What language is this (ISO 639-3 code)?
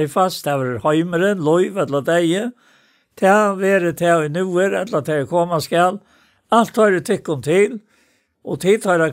fao